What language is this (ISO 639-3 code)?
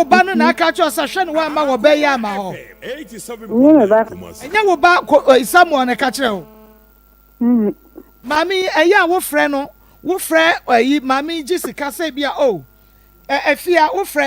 aka